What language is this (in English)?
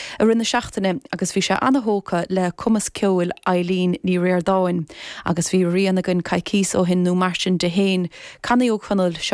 Irish